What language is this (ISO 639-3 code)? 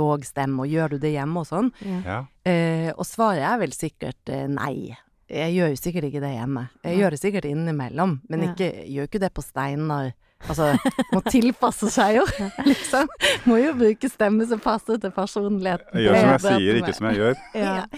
nor